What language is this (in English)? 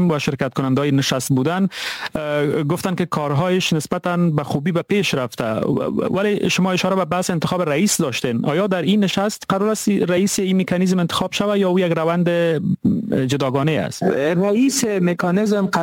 Persian